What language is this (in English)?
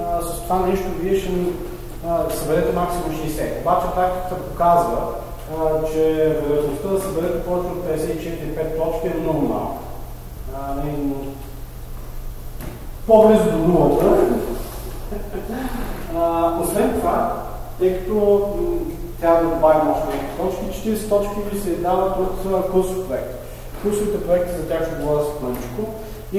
Bulgarian